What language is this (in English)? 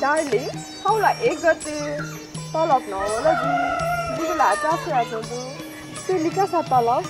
Newari